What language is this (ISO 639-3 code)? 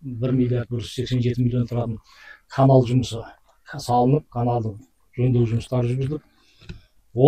kaz